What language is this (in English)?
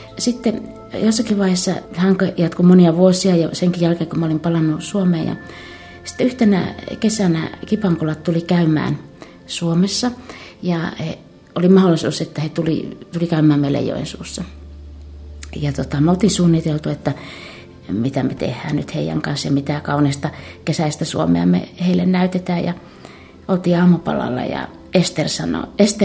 Finnish